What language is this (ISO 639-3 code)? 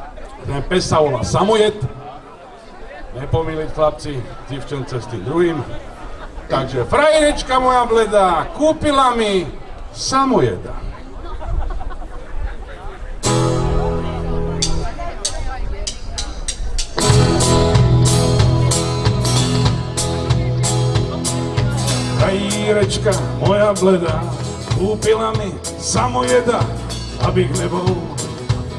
slk